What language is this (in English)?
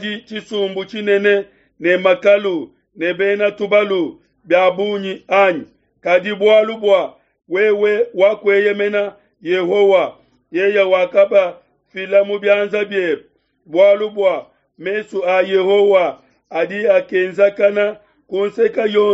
Luba-Lulua